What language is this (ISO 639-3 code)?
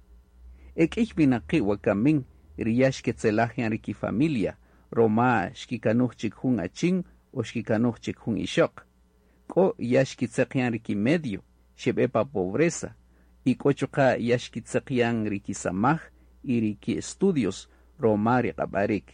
cak